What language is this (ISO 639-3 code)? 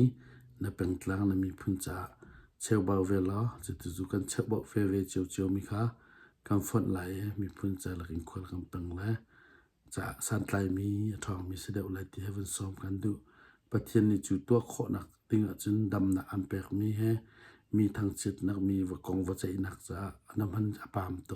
cnh